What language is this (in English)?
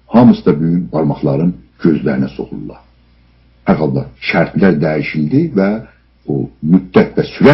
South Azerbaijani